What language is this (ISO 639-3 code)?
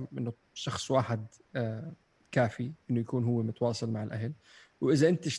apc